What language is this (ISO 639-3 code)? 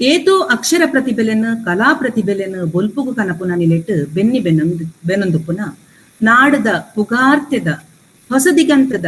tcy